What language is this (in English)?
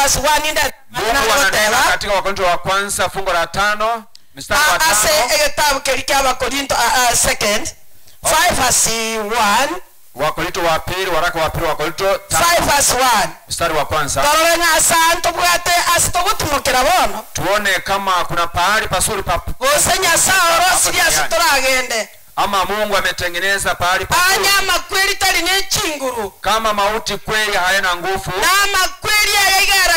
Gusii